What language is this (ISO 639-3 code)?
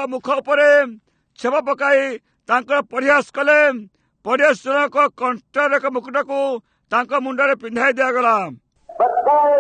ori